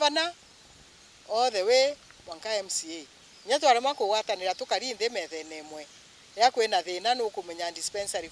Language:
Meru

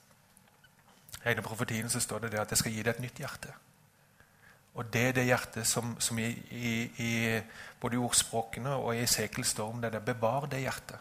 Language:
Norwegian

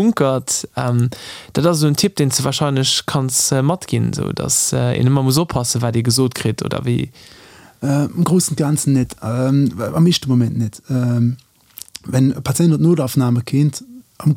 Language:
Luxembourgish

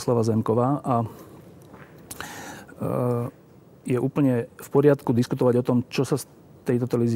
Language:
Slovak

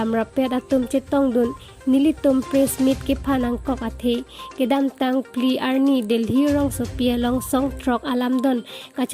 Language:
Karbi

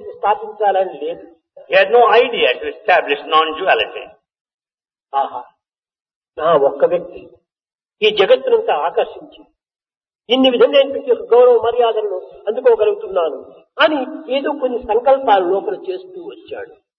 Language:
Telugu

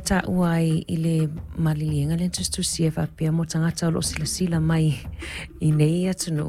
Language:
Samoan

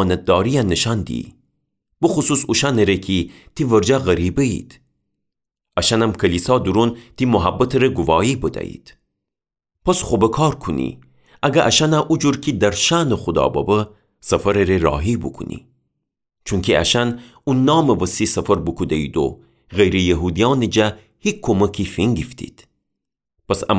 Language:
Gilaki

